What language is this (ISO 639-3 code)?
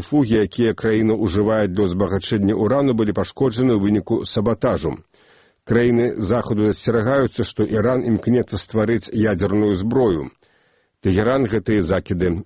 bel